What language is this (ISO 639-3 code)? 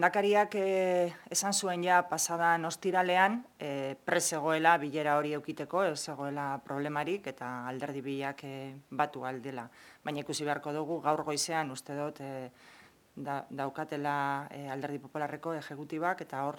eus